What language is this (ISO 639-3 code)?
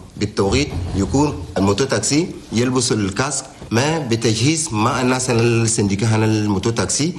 shu